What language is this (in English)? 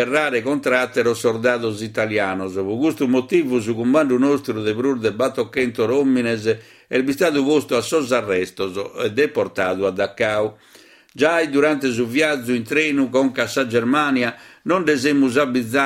Sardinian